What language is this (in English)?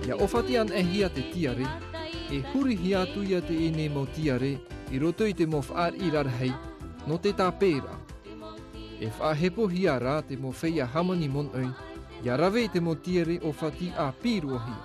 Tahitian